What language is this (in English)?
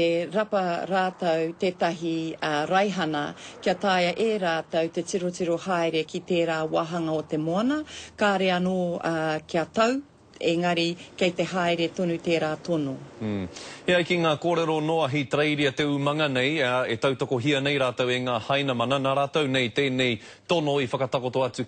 Māori